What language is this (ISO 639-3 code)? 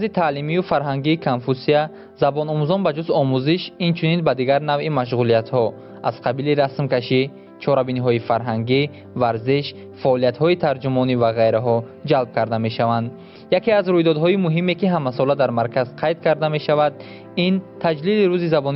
tgk